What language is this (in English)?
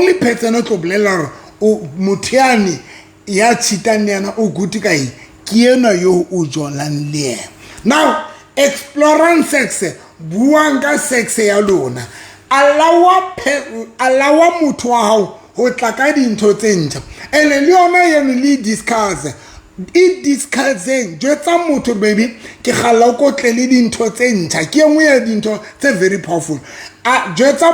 Southern Sotho